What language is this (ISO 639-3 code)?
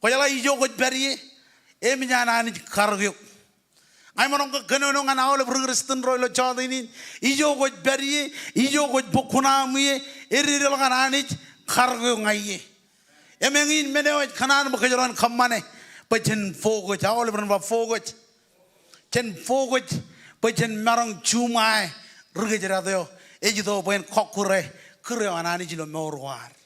mah